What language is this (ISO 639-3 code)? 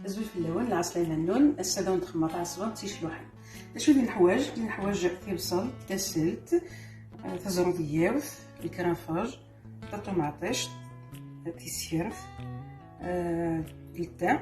kab